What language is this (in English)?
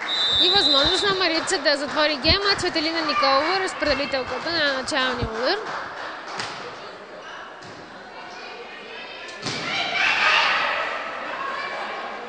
Bulgarian